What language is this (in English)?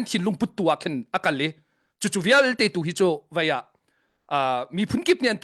Hakha Chin